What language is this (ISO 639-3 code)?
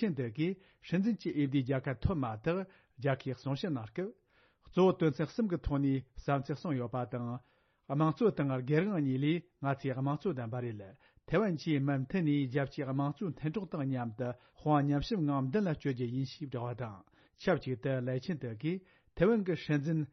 bod